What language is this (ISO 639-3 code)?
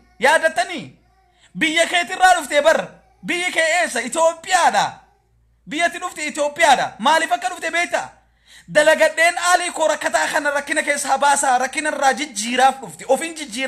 orm